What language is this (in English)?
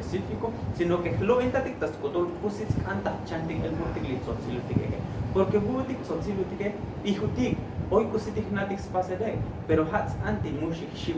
Tzotzil